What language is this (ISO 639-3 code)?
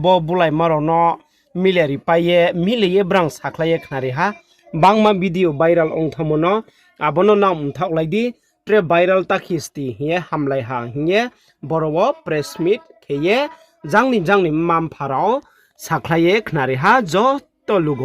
ria